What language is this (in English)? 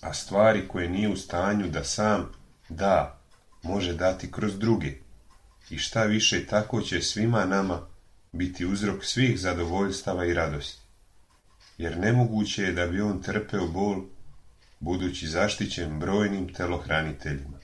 Serbian